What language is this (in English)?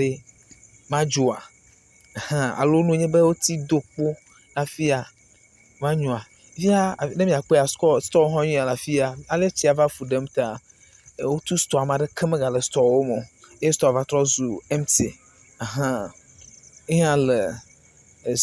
Ewe